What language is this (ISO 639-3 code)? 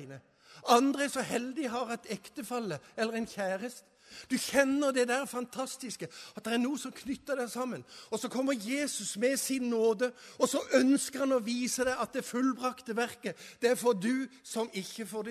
nor